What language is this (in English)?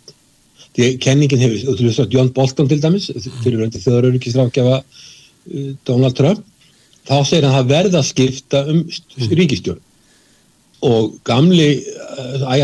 Icelandic